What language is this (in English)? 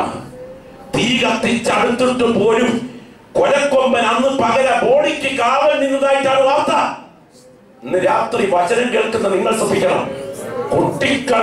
Malayalam